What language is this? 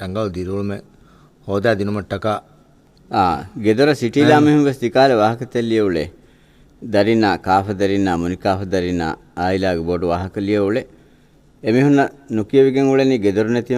Divehi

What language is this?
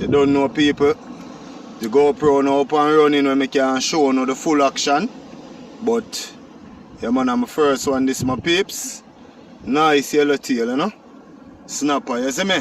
Jamaican Creole English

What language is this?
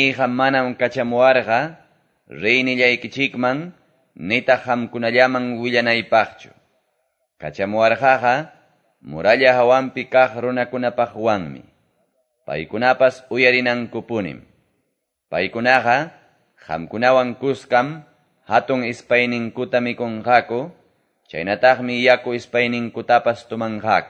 Quechua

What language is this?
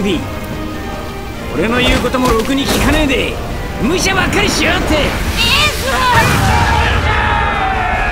Japanese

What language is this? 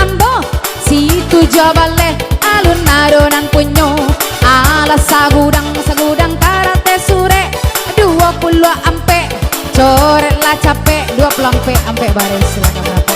Minangkabau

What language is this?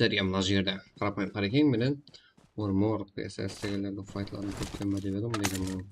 Kara-Kalpak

